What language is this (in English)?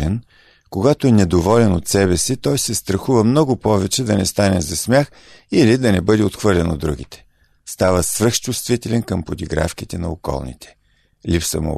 Bulgarian